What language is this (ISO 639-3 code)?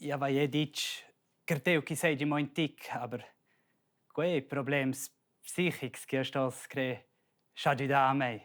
roh